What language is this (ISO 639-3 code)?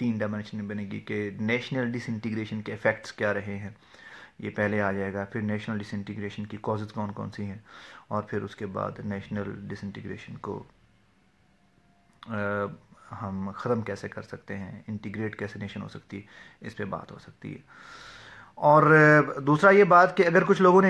urd